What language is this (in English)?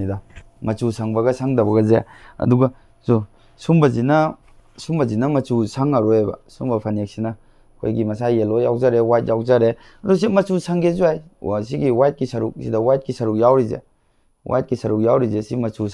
Manipuri